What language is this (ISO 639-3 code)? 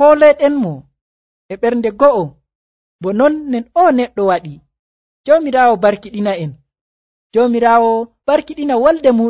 fuv